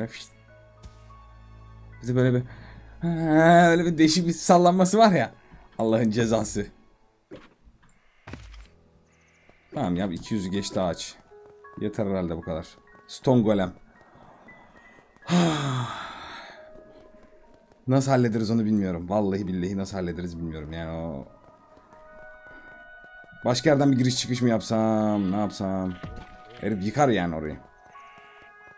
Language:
Turkish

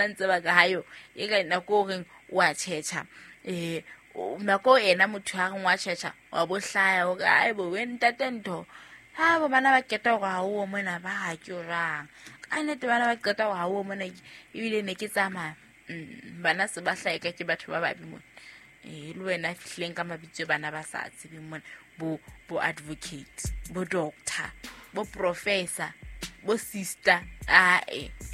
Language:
Southern Sotho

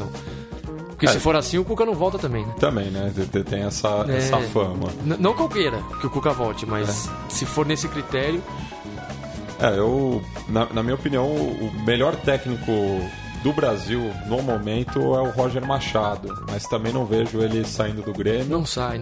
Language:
Portuguese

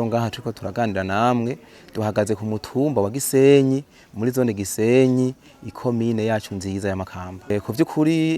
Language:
Rundi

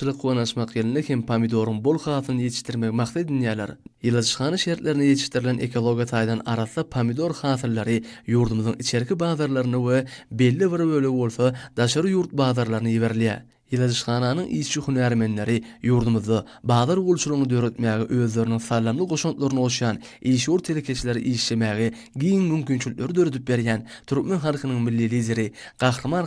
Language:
Turkmen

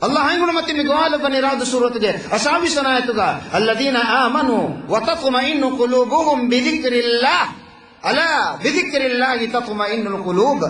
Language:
Divehi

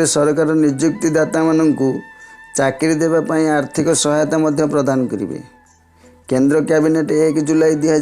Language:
Odia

